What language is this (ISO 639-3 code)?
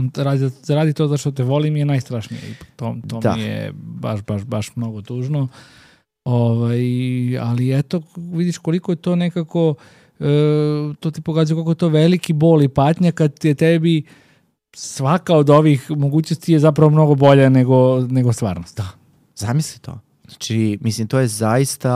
srp